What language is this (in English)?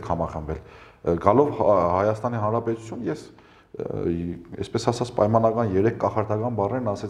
Armenian